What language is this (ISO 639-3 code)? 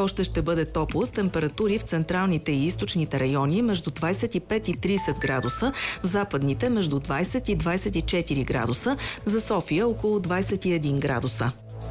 bul